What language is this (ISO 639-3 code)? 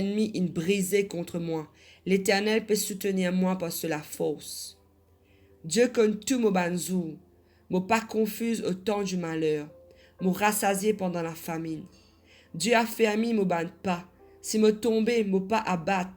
mfe